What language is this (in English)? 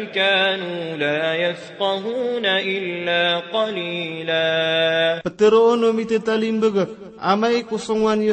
Maranao